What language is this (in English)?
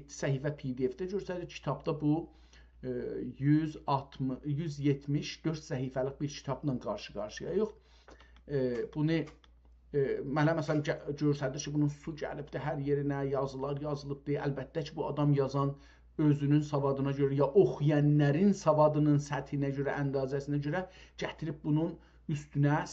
South Azerbaijani